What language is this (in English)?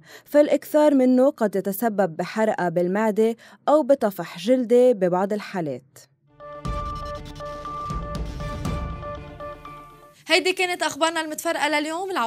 North Levantine Arabic